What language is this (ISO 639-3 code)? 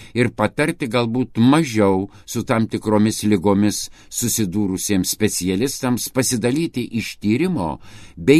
lit